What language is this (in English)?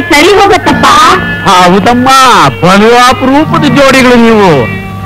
Kannada